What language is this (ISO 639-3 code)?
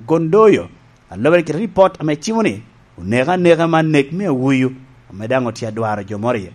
laj